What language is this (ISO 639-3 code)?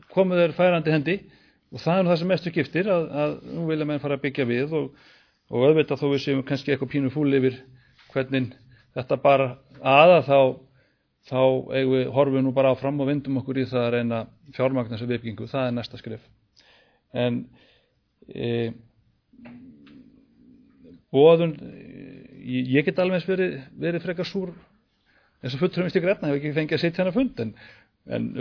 isl